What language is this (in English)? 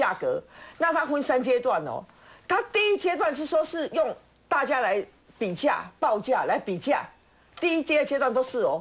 Chinese